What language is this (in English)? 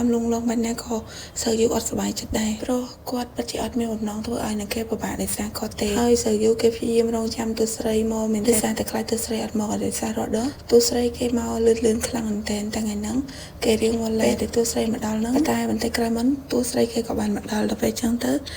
Khmer